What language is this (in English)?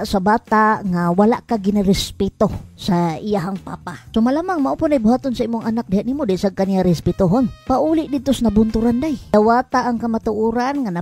Cebuano